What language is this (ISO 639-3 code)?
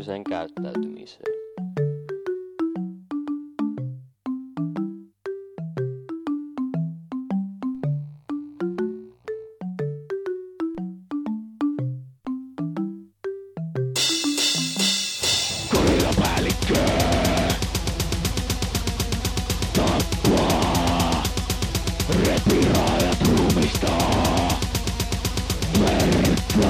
fin